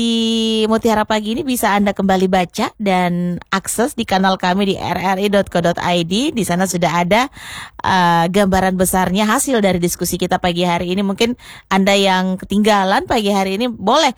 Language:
Indonesian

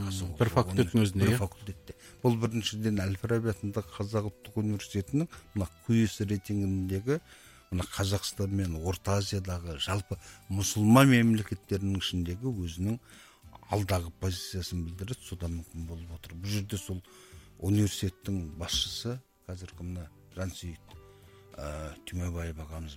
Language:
Kazakh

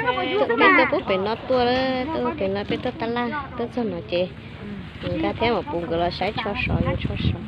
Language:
Hmong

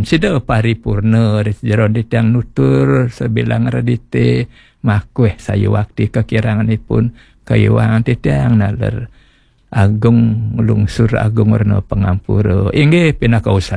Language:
Balinese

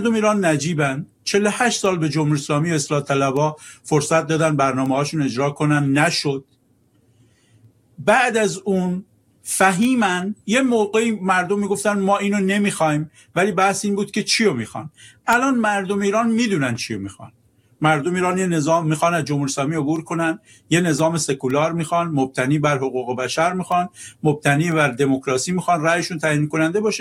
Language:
Persian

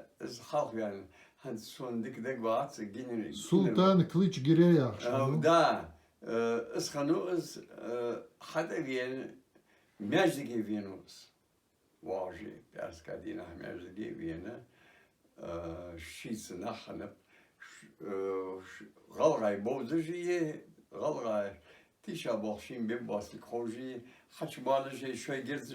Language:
Ingush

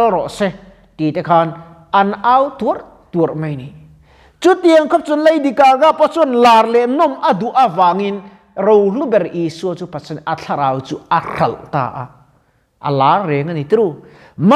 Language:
Mizo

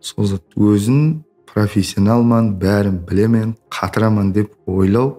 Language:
Kara-Kalpak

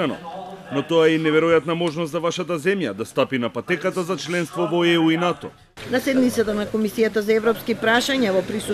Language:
Macedonian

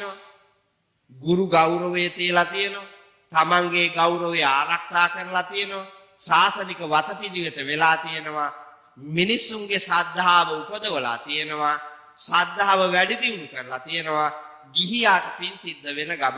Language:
Sinhala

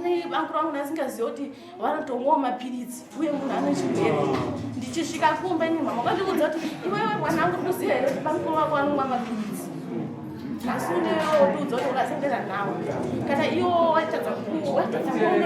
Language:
Shona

